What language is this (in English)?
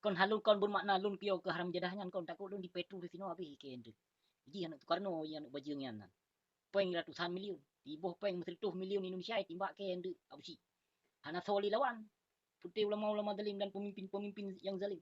Achinese